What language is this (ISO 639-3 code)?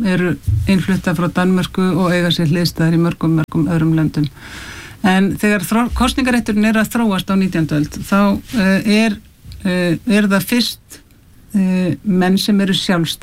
isl